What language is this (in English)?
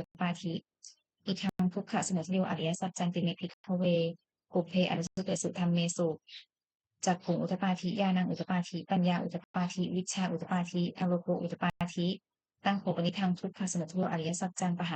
Pali